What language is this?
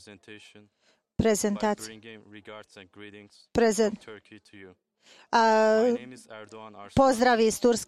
Croatian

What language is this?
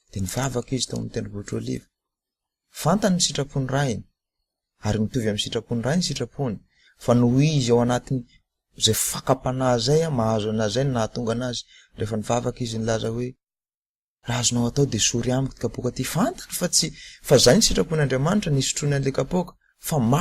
Malagasy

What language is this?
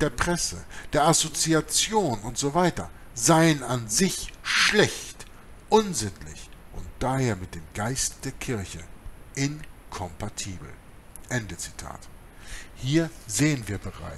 German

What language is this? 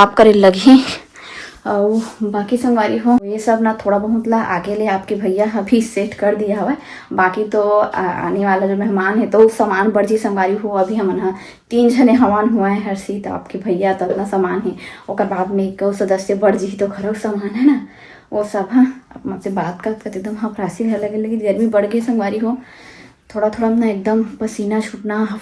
Chhattisgarhi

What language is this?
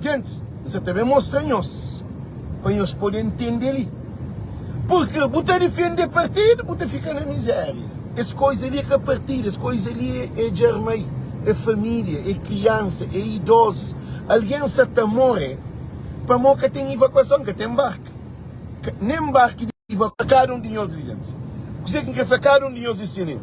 Kabuverdianu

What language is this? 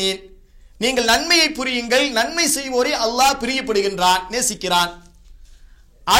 Tamil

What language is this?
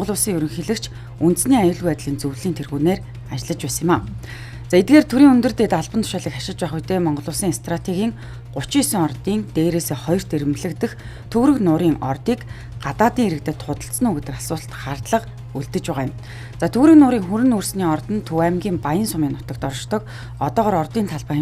Mongolian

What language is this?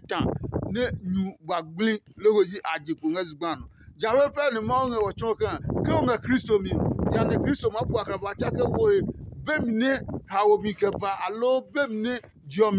Adangme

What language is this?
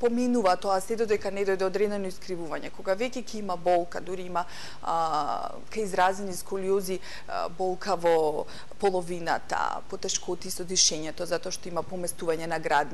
Macedonian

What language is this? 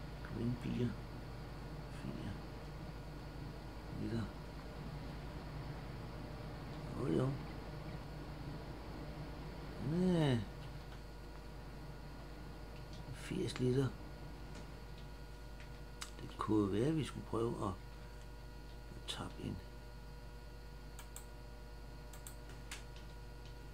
Danish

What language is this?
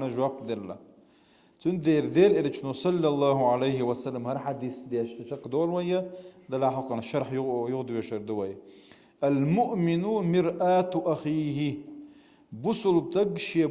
Chechen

